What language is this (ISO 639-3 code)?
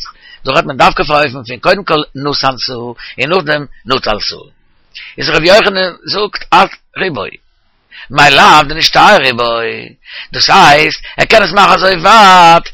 yid